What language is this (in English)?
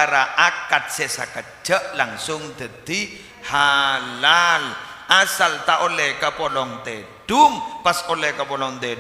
Madurese